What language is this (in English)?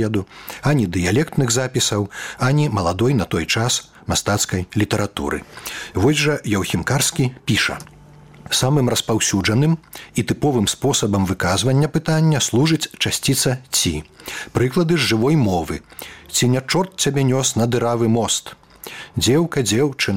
Belarusian